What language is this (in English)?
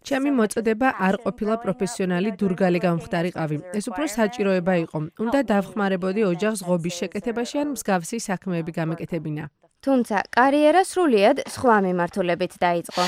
Georgian